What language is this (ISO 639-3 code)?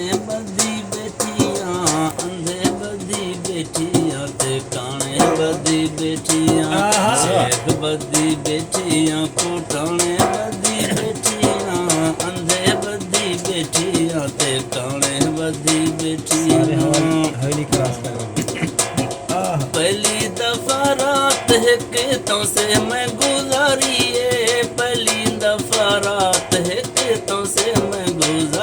skr